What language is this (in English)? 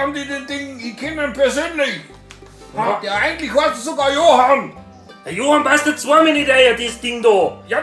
Bavarian